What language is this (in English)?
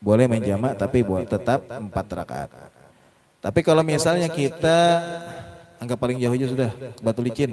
Banjar